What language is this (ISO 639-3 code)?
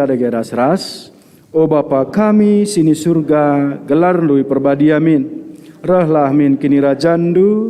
btx